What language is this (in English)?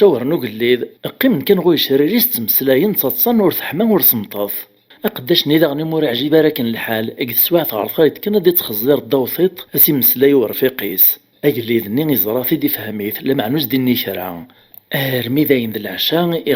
Kabyle